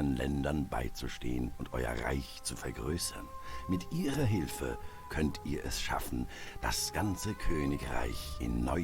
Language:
Bavarian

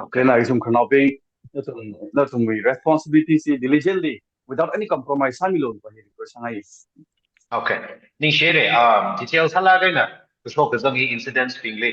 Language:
Tangkhul Naga (India)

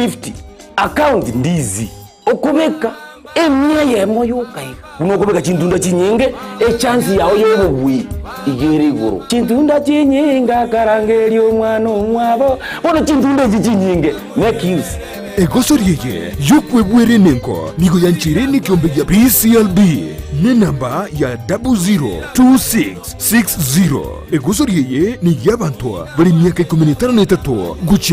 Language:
Gusii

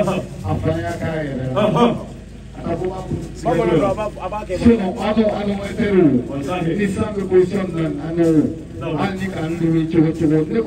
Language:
Bambara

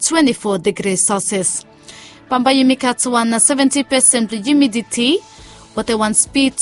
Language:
Bislama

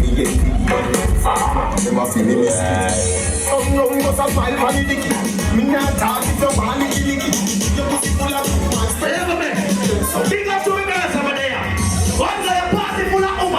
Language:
Jamaican Creole English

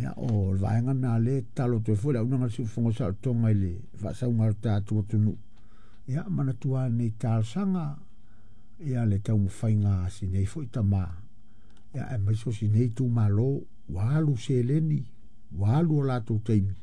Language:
Samoan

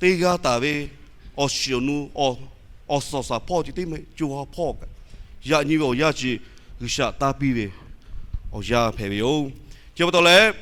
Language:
Lahu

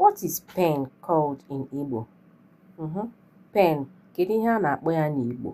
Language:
Igbo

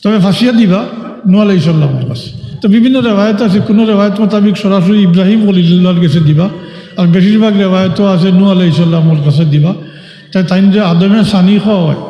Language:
Sylheti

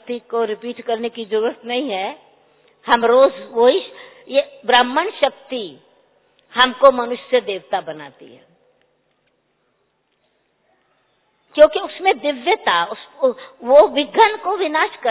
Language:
Hindi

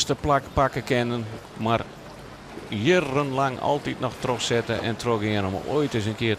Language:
Western Frisian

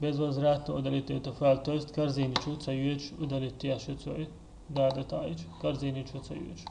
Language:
Chechen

